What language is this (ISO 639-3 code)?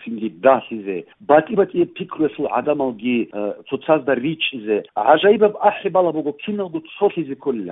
ava